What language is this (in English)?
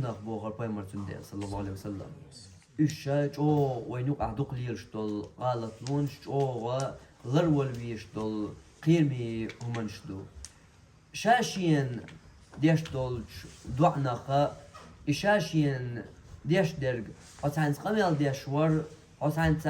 Chechen